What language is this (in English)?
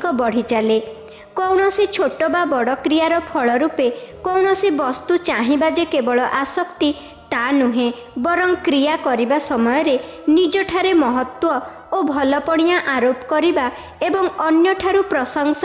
Odia